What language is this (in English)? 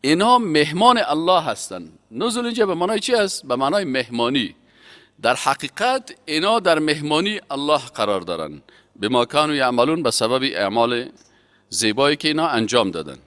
Persian